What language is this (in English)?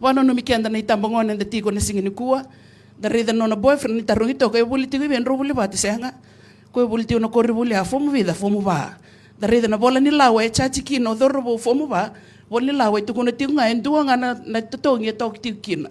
Fijian